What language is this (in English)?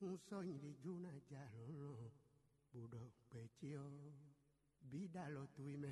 Fon